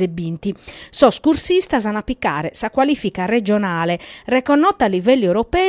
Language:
Sardinian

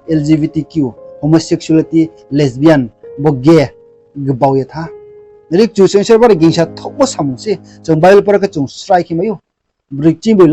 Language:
Riang (India)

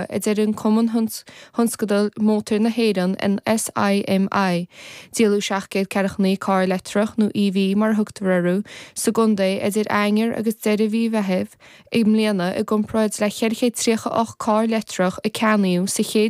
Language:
Irish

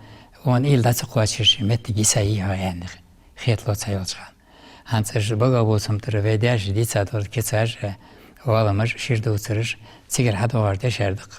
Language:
Ingush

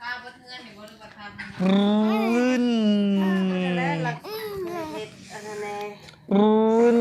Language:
Lao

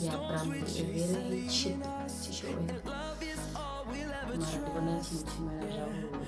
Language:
Venda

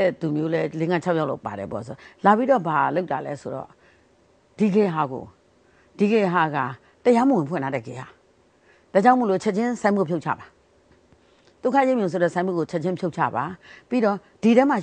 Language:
Burmese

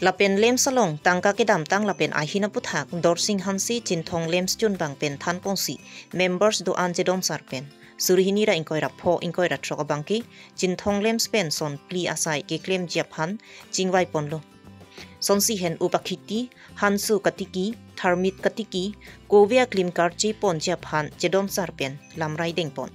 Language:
Karbi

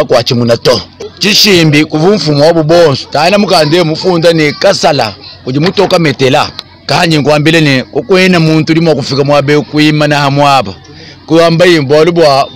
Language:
Luba-Lulua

